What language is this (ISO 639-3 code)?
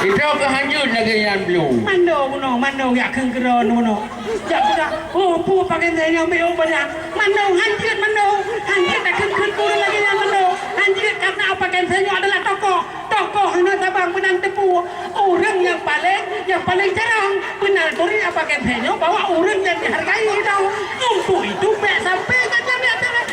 ace